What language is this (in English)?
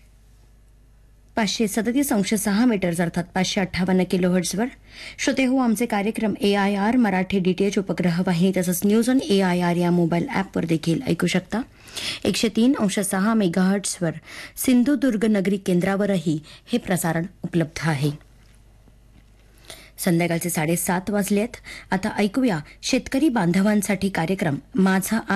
Marathi